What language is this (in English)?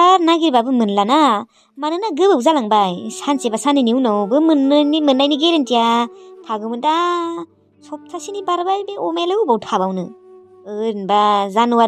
Bodo